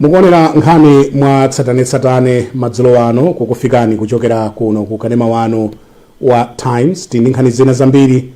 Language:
Nyanja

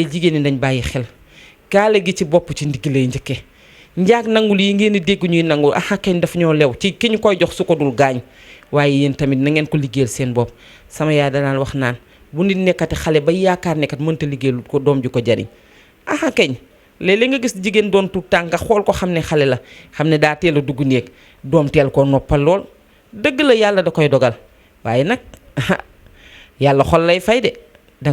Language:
Wolof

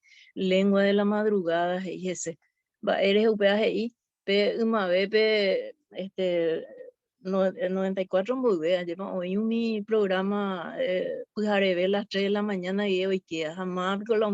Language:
Guarani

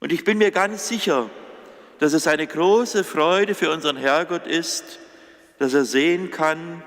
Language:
Upper Sorbian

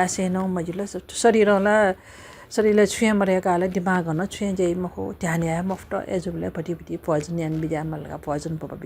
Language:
Newari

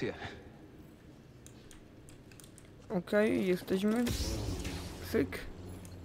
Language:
Polish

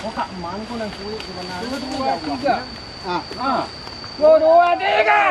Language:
Minangkabau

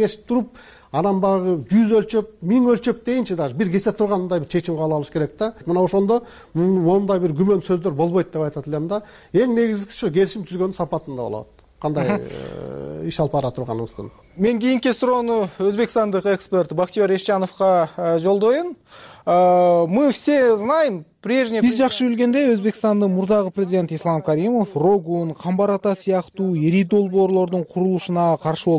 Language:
Kyrgyz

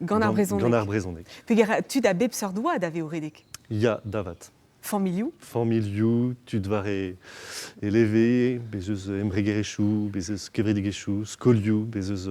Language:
Breton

